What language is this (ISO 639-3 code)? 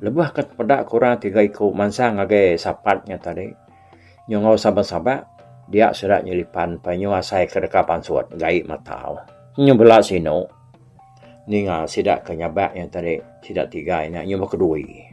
iba